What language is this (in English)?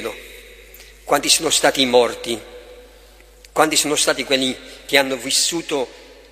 Italian